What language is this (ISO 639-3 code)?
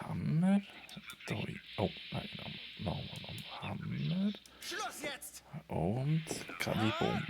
gsw